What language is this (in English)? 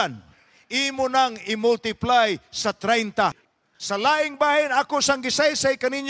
Cebuano